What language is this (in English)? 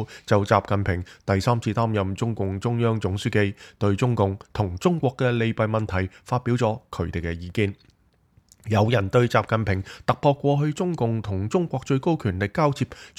Cantonese